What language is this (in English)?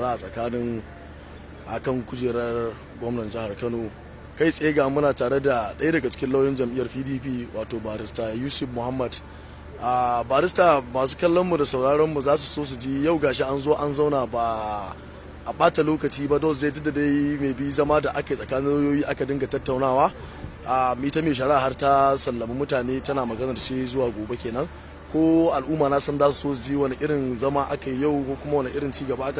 Hausa